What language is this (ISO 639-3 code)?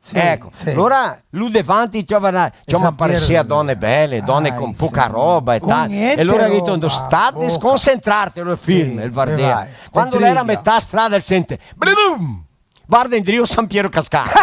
vec